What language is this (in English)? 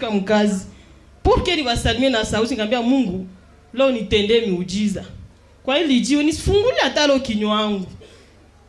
Swahili